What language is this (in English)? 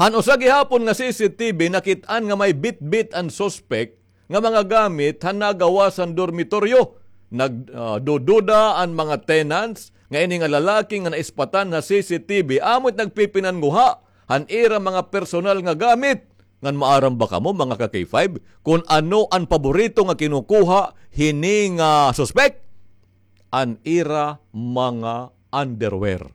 Waray